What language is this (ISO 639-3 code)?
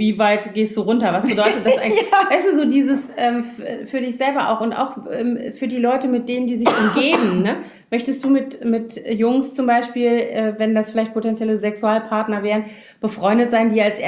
deu